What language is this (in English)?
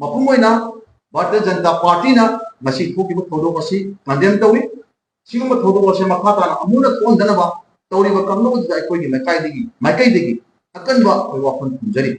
Manipuri